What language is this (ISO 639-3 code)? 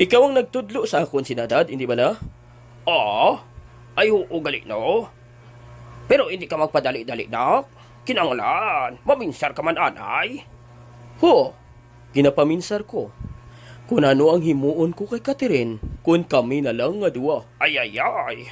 hil